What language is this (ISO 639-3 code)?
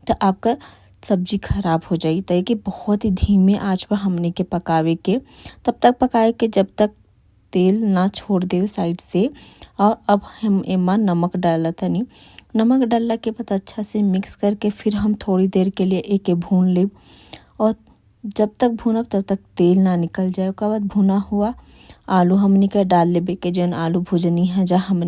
bho